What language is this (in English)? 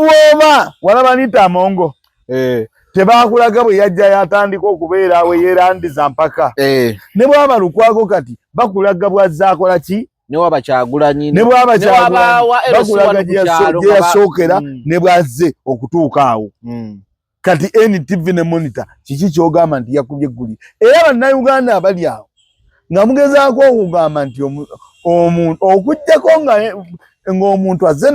Ganda